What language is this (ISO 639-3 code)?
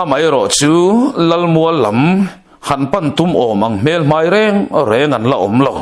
lus